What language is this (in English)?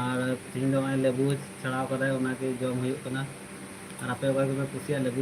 Santali